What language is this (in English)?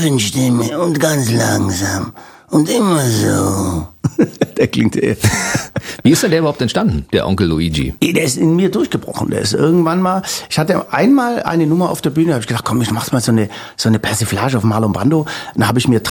German